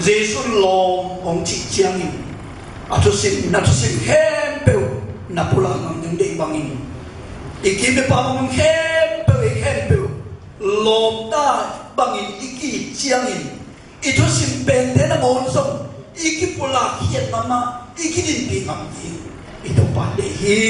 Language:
Tedim Chin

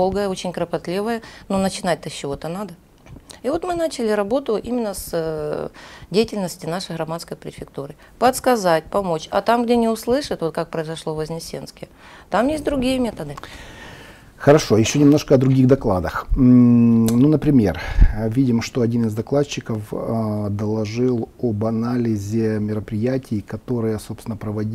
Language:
Russian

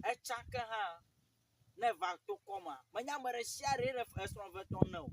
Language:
Ewe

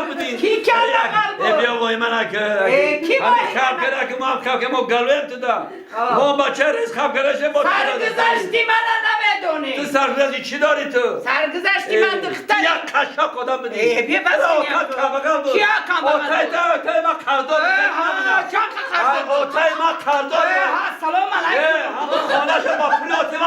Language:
Tajik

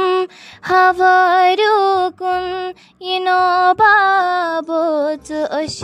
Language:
Kashmiri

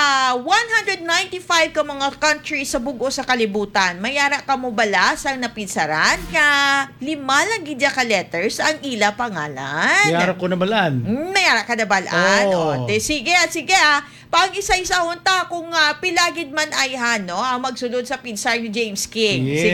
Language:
Hiligaynon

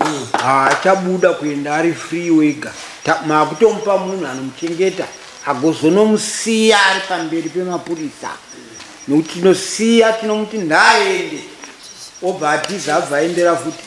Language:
Shona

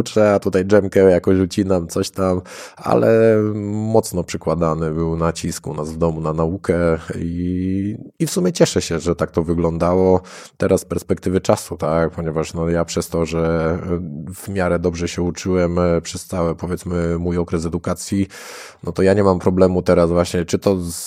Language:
Polish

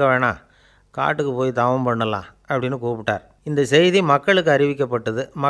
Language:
Tamil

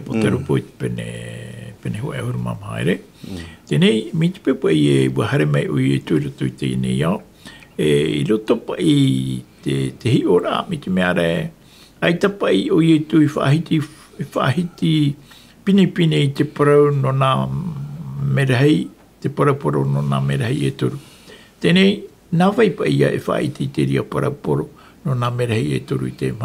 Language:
Tahitian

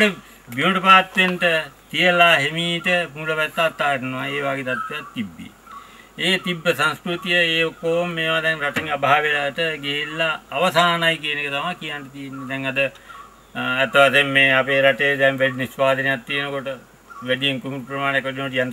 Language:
Sinhala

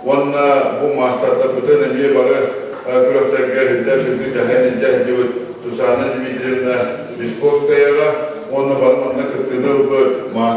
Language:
Yakut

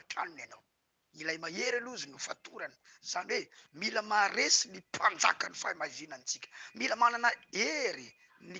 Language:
Malagasy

